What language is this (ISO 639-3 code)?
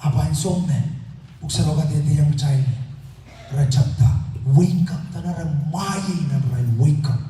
pon